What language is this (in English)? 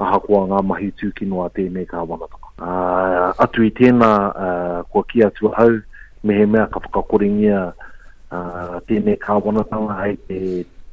Māori